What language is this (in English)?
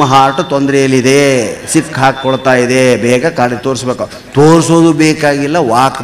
Kannada